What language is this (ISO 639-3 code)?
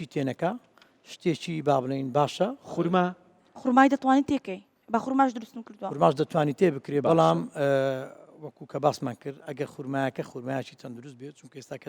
ckb